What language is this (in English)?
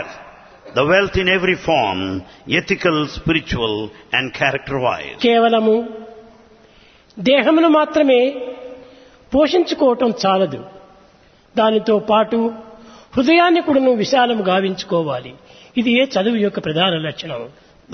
Telugu